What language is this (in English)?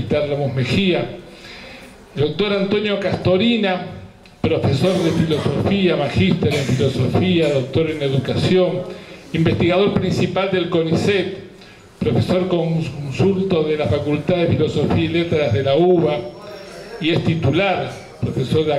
Spanish